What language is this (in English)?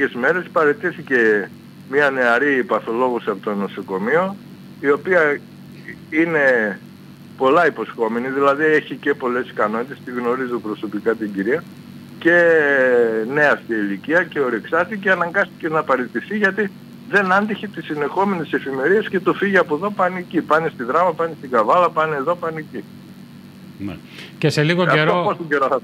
Greek